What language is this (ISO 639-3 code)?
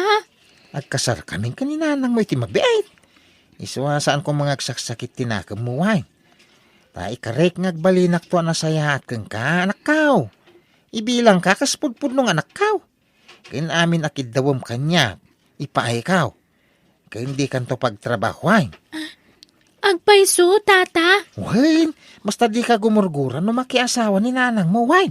ilo